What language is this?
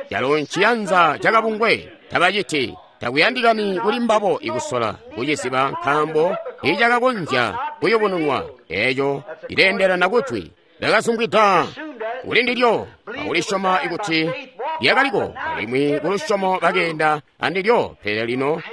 Tonga (Zambia)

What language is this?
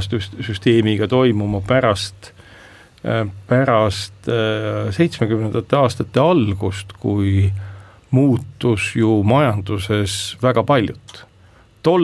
Estonian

